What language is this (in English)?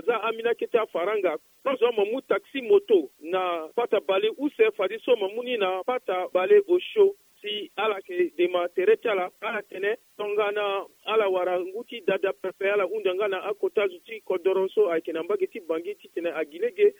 Sango